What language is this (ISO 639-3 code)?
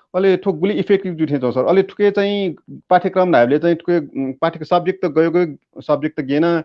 new